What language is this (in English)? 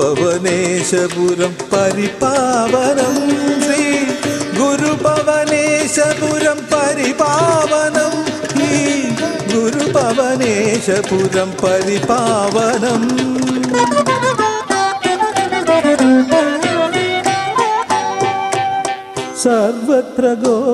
Malayalam